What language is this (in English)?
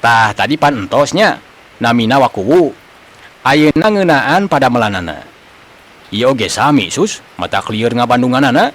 Sundanese